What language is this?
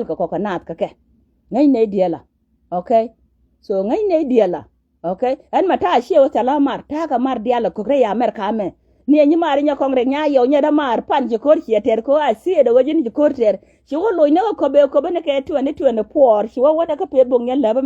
Nuer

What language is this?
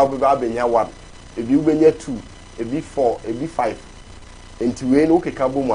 Akan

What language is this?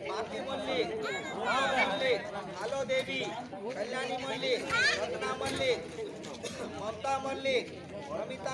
Santali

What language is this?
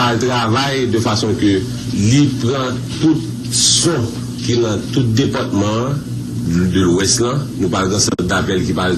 Haitian Creole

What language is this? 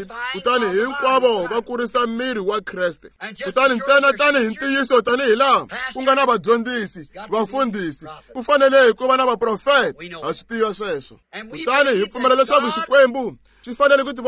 Tsonga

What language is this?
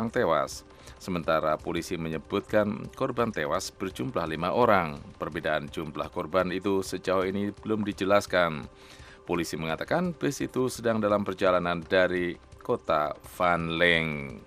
Indonesian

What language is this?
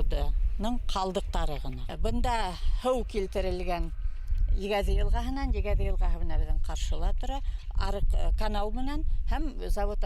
Bashkir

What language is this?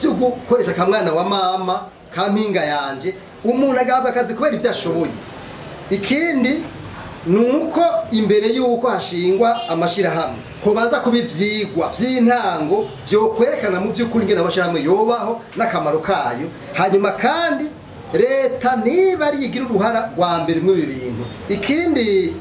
Rundi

